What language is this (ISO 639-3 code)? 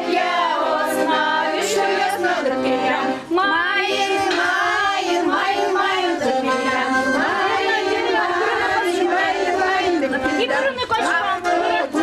udm